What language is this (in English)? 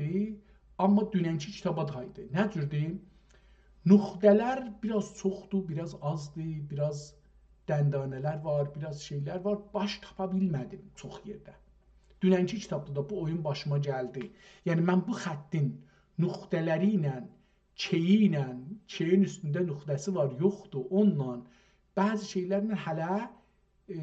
South Azerbaijani